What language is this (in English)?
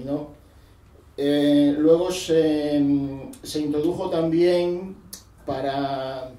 Spanish